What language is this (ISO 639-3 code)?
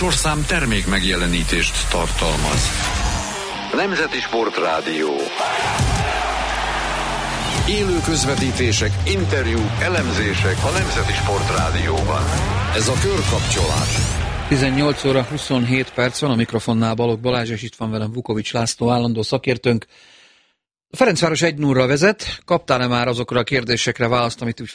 hun